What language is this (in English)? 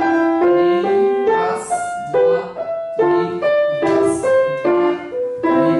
Russian